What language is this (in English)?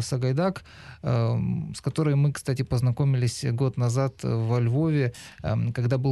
Russian